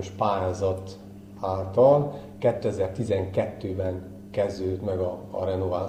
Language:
Hungarian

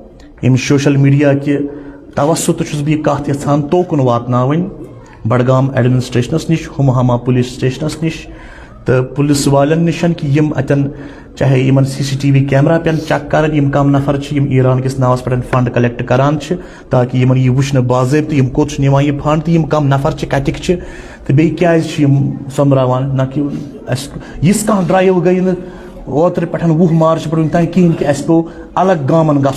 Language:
Kashmiri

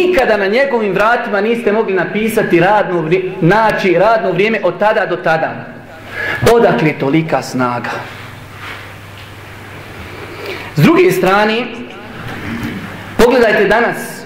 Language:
Bosnian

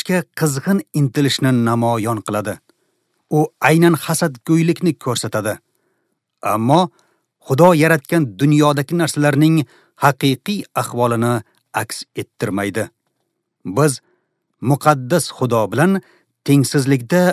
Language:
Uzbek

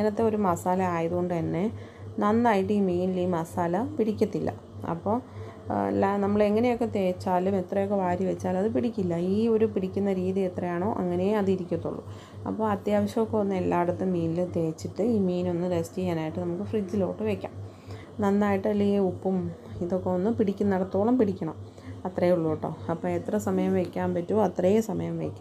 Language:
Malayalam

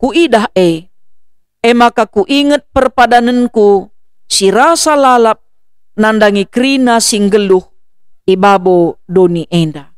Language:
Batak Karo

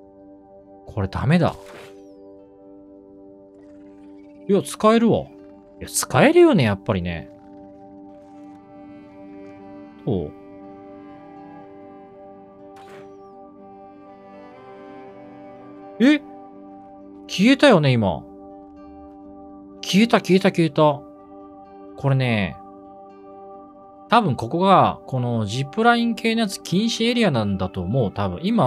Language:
Japanese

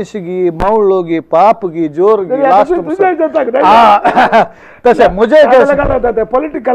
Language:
Konkani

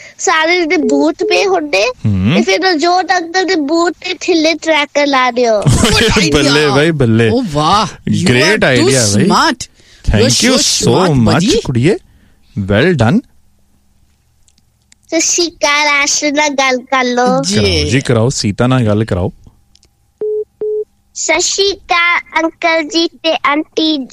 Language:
Punjabi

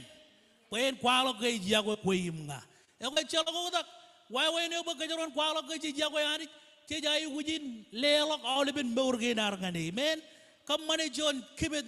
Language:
Marshallese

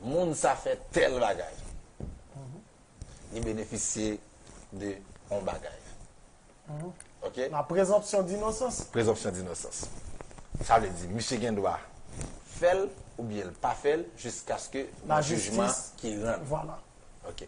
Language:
Haitian Creole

